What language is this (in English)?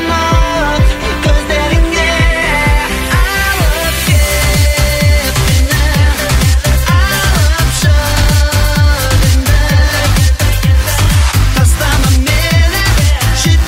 Kazakh